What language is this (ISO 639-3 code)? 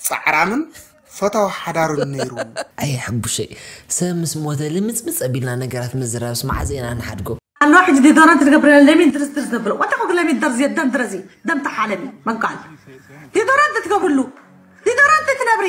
tir